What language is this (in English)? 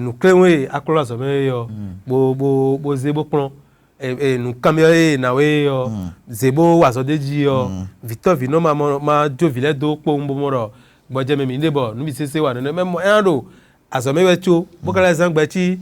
Fon